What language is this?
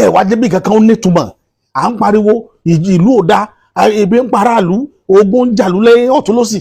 Yoruba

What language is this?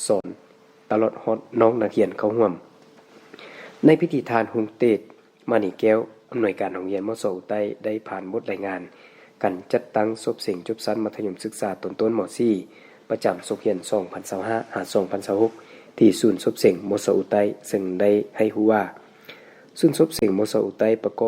Lao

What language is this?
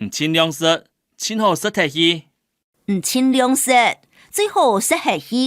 Hakka Chinese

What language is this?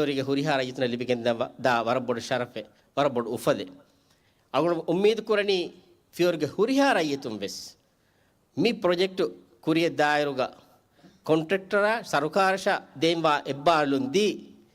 Divehi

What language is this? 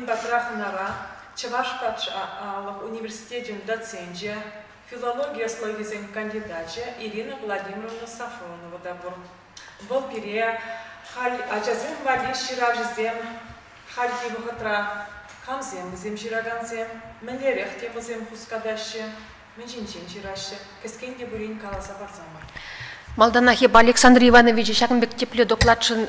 Chuvash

